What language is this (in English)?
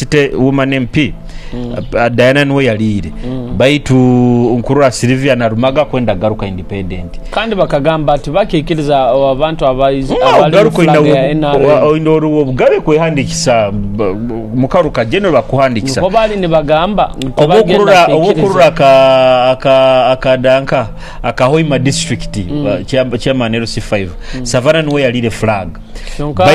Nyoro